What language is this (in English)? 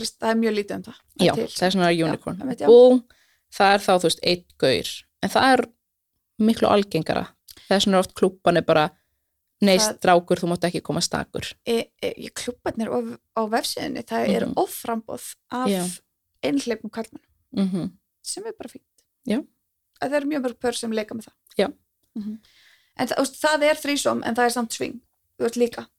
Icelandic